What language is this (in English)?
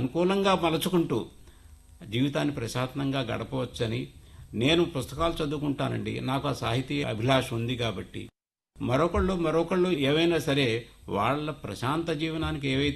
Telugu